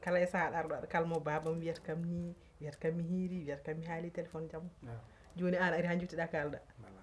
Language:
Fula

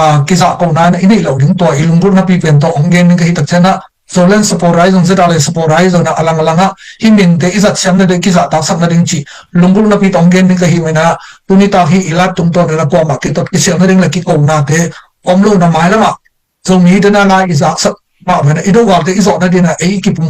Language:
Tedim Chin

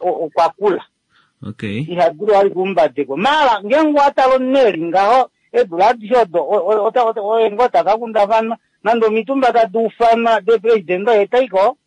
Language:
Kuanyama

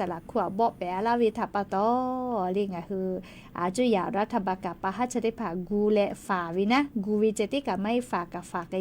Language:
Lahu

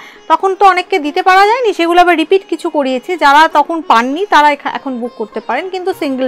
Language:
Bangla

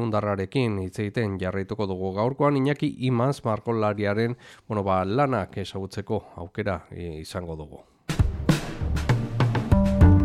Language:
Basque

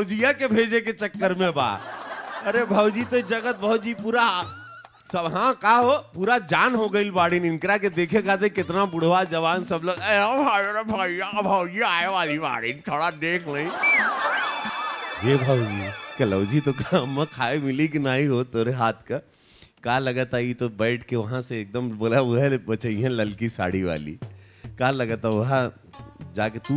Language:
Bhojpuri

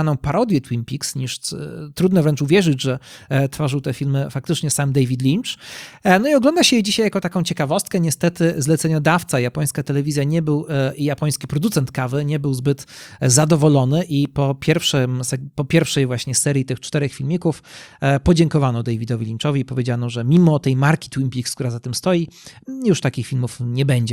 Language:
Polish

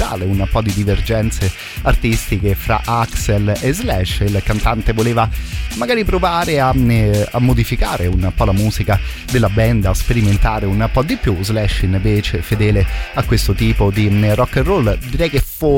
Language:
Italian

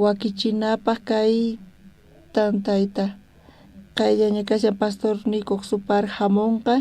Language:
South Bolivian Quechua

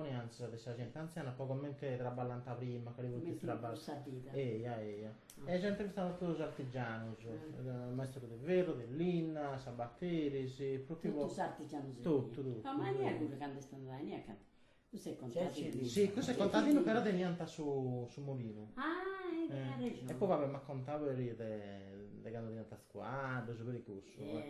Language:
Sardinian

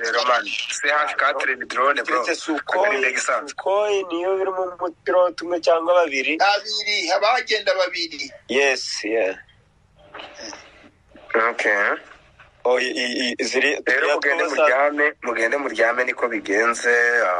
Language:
Kinyarwanda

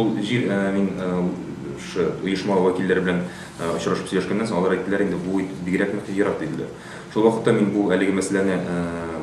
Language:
Tatar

